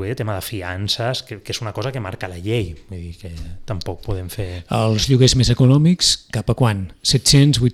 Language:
Catalan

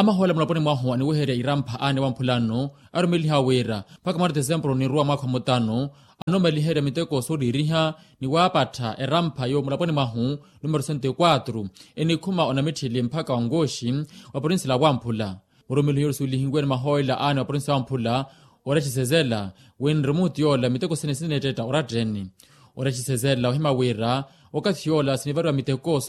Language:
Makhuwa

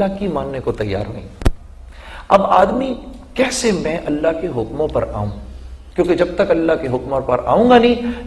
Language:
Urdu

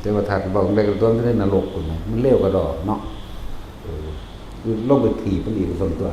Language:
Northeastern Thai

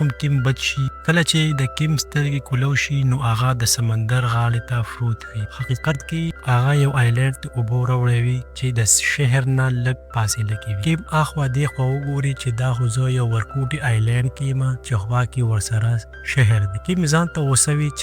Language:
Pashto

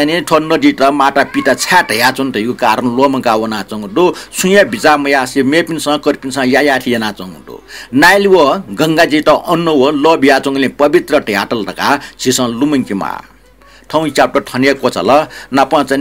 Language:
Newari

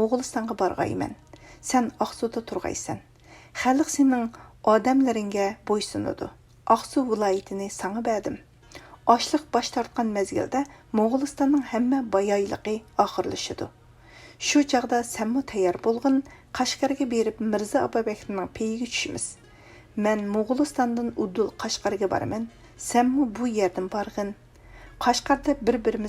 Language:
Uyghur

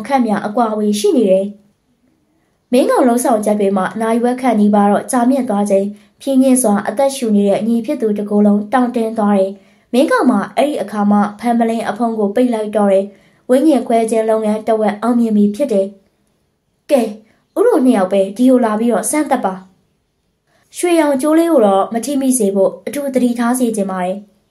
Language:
Burmese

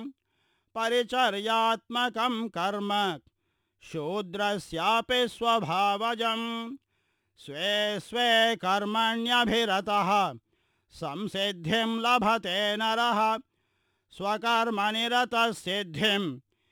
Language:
Sanskrit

